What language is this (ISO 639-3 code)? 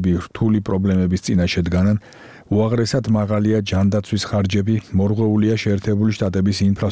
kat